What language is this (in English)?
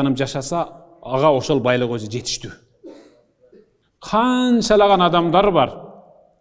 Kyrgyz